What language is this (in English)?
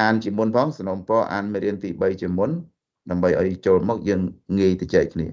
Khmer